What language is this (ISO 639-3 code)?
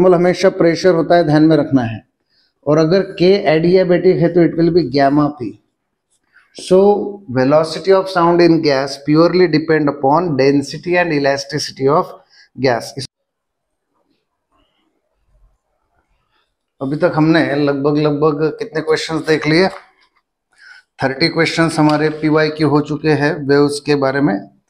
hin